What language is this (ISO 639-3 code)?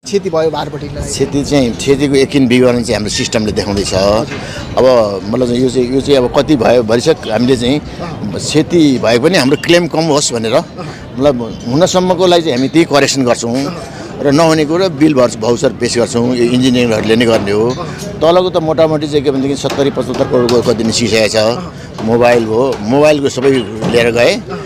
nep